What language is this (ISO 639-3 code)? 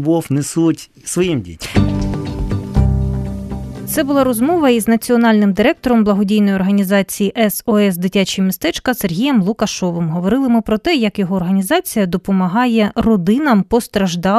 ukr